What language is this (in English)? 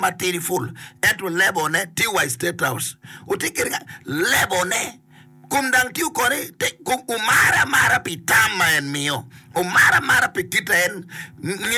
Acoli